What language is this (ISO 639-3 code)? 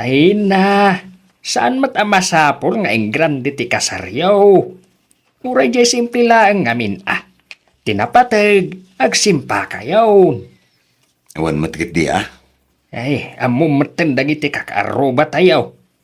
ilo